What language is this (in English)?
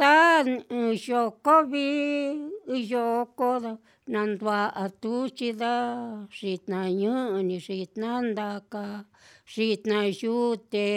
Slovenian